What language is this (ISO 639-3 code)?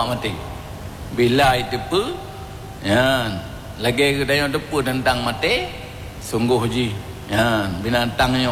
ace